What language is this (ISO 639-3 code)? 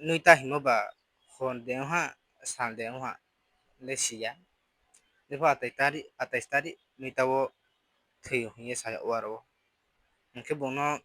ria